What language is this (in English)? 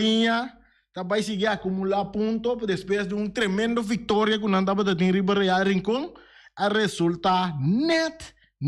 Papiamento